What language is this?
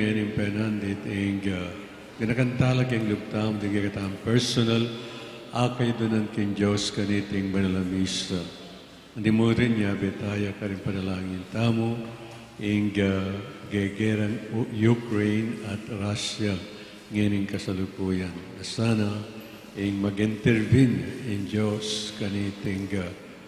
Pampanga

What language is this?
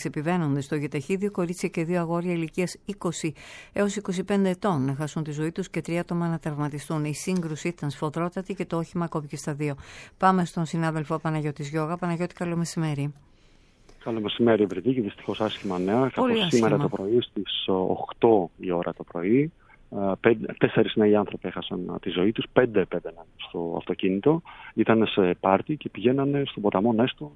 Greek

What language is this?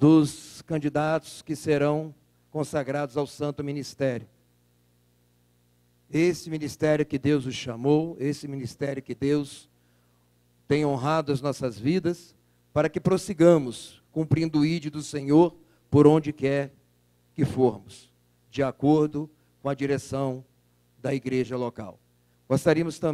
Portuguese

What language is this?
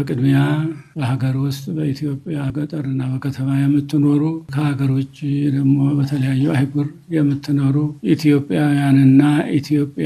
Amharic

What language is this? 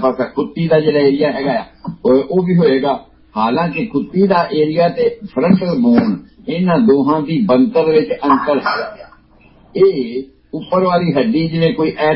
Punjabi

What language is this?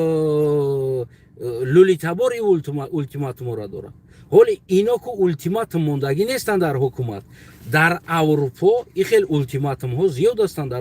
Tajik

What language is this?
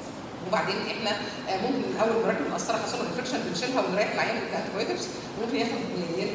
Egyptian Arabic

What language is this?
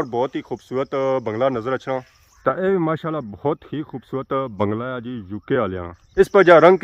Pahari-Potwari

